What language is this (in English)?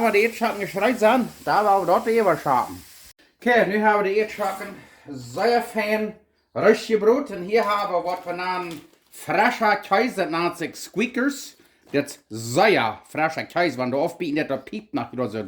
Plautdietsch